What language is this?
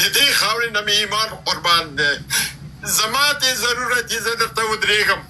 Pashto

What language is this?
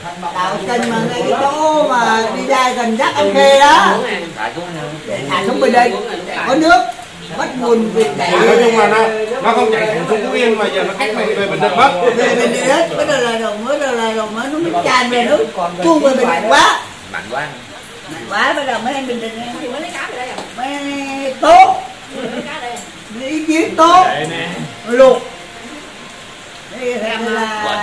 Vietnamese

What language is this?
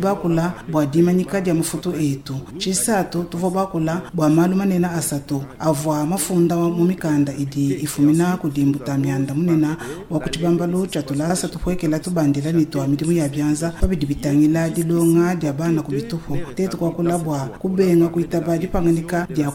Luba-Lulua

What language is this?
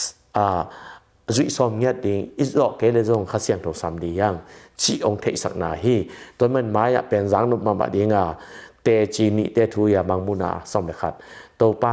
Tedim Chin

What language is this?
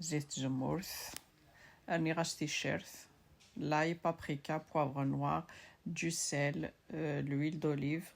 Kabyle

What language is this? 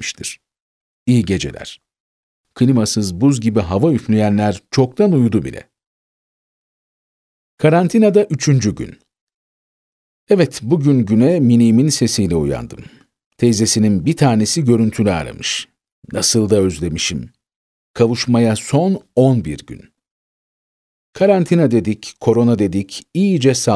Turkish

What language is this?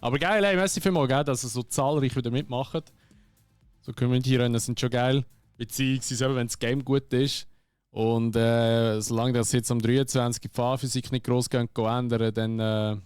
Swiss German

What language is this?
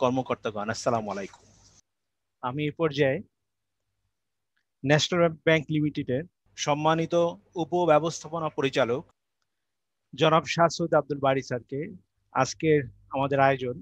Bangla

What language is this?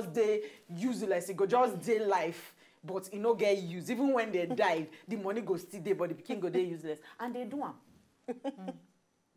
Nigerian Pidgin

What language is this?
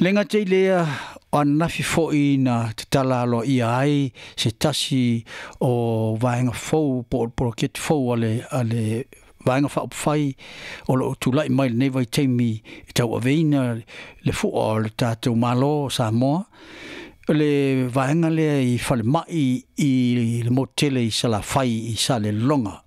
Samoan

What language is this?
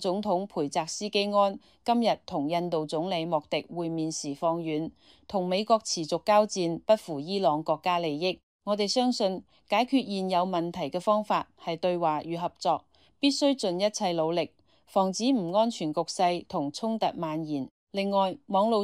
Cantonese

